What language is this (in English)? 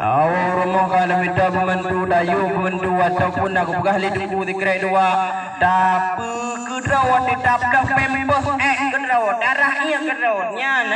Achinese